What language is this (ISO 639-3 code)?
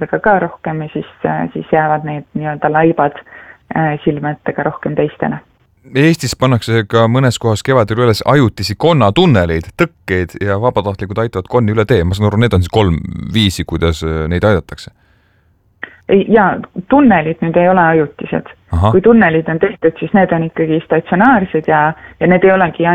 est